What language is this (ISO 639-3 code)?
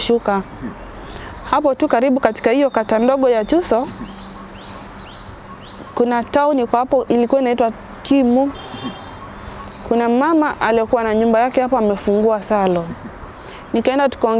swa